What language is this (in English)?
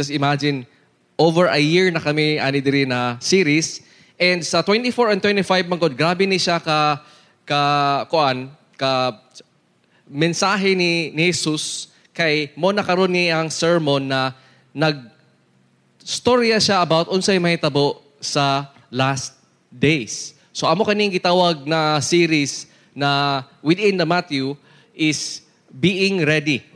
Cebuano